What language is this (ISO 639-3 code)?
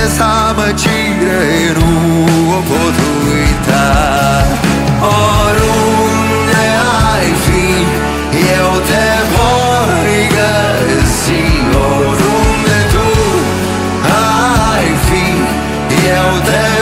ron